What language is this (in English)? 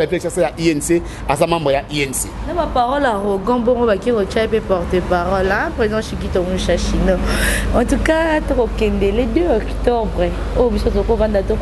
Lingala